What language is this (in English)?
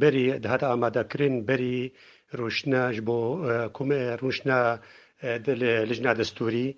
Kurdish